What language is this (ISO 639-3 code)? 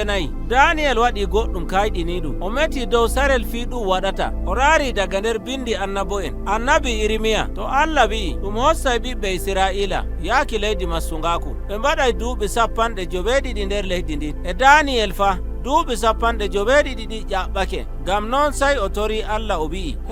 fuv